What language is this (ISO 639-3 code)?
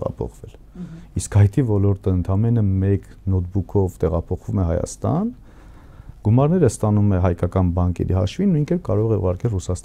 hye